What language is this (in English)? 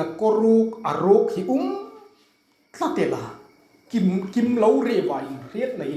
Hmar